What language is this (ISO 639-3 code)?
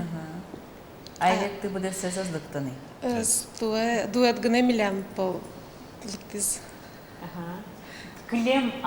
udm